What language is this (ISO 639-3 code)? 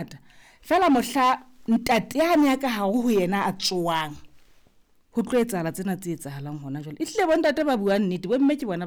sot